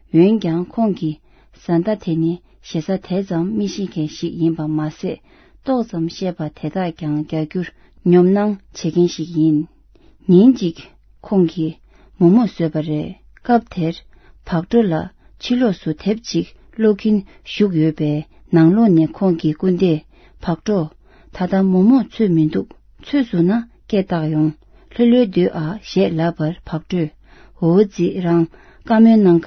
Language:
Tibetan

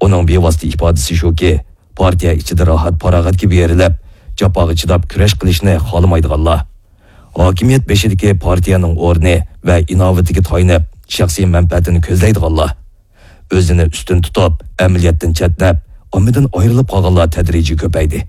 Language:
Uyghur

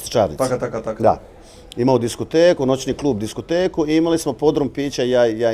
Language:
Bosnian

